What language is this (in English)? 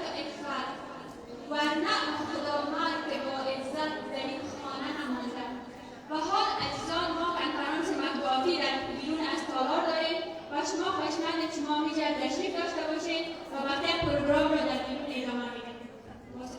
Persian